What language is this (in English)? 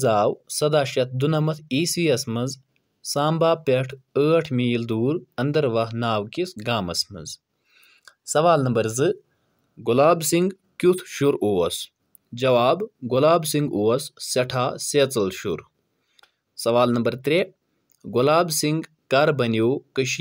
Kashmiri